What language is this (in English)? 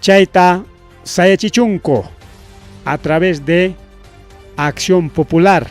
Ayacucho Quechua